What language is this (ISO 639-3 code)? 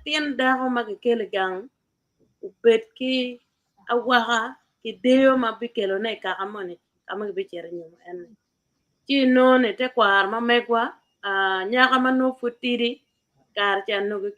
ach